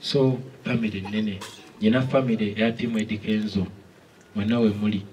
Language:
Ganda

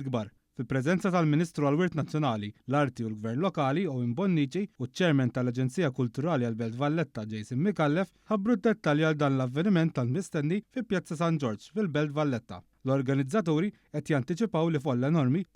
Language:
Maltese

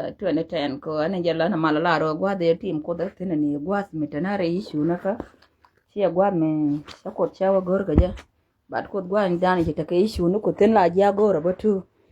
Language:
Nuer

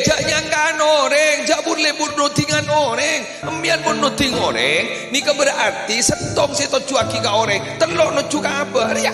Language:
Madurese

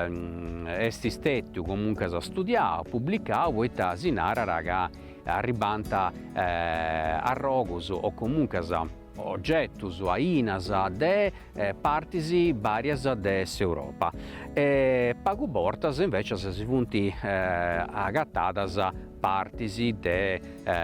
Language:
Sardinian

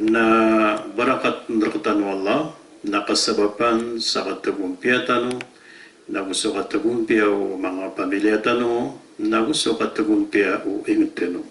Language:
Maranao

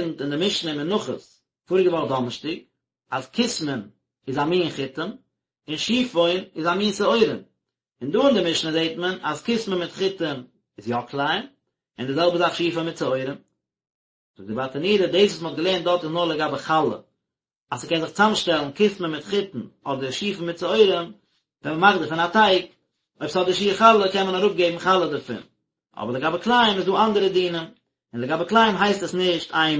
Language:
Yiddish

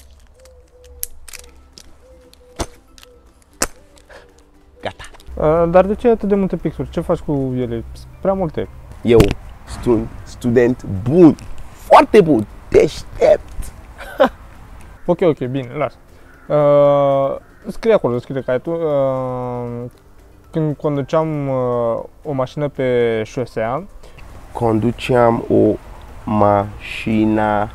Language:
Romanian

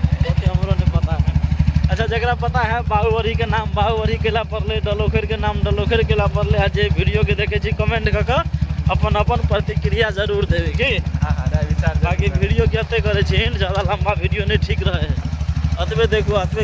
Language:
Maithili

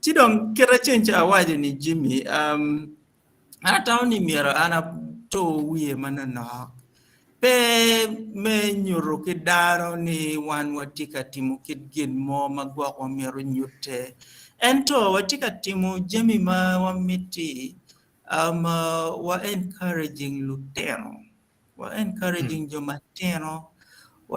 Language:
Acoli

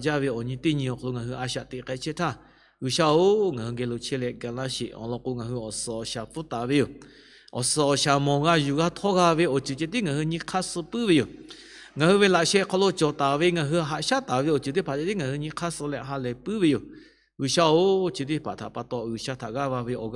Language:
Lahu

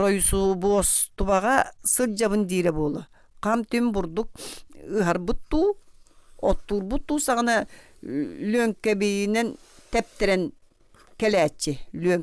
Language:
Yakut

